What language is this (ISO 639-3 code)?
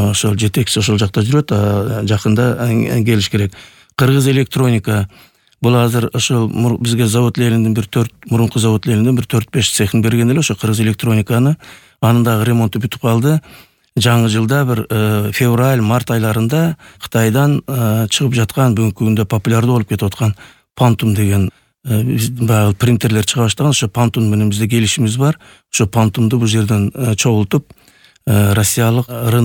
kir